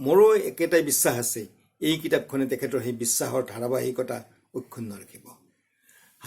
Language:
Assamese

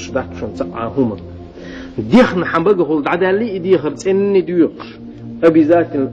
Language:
Chechen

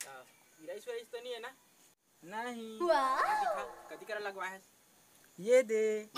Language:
Chhattisgarhi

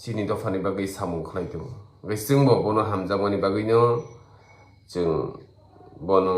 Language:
Kok Borok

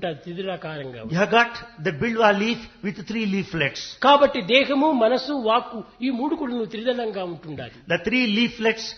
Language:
Telugu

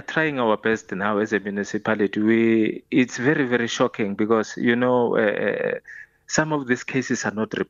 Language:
English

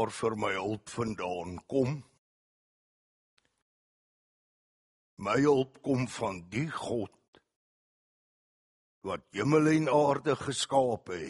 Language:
Afrikaans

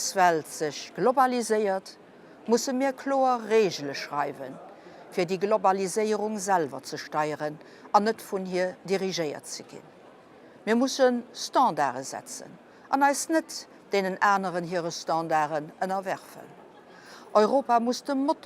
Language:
Luxembourgish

